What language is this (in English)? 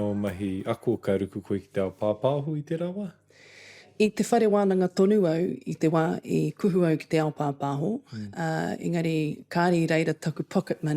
Māori